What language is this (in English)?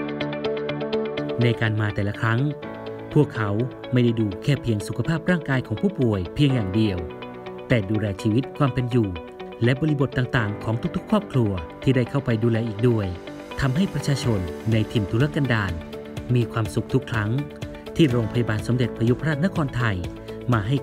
Thai